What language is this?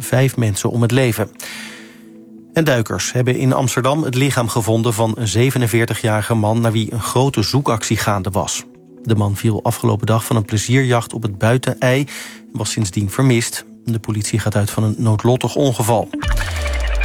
Dutch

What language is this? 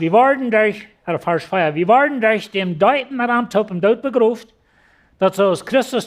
Plautdietsch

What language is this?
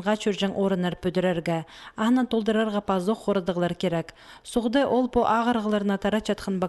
Khakas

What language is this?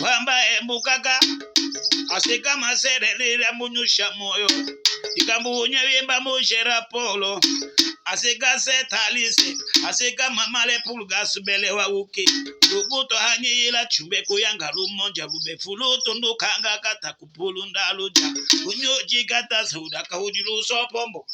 Tetela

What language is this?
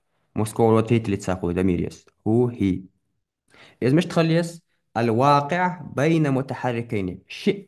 Ingush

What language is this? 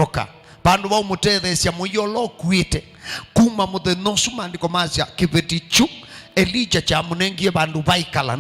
Kamba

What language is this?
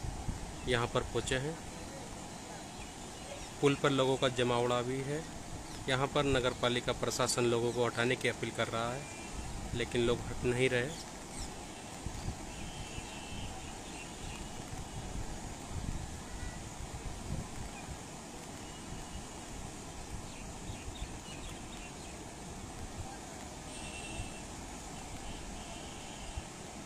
Hindi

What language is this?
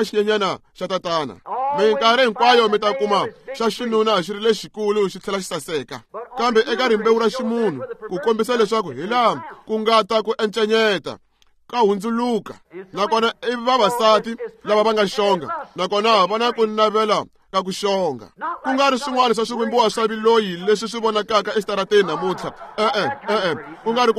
Tsonga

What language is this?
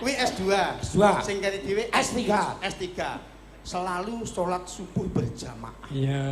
Javanese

